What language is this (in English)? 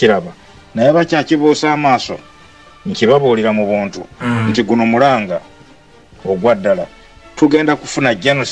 Ganda